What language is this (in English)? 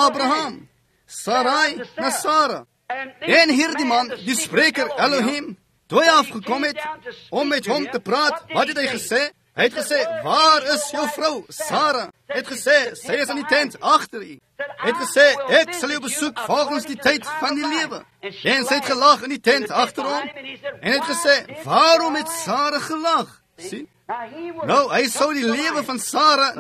Afrikaans